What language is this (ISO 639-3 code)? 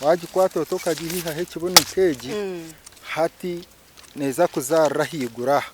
nyn